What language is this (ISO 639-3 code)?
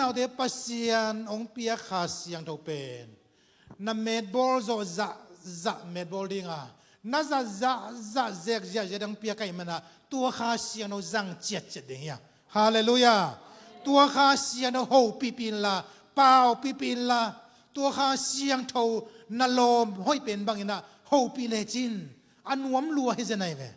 ctd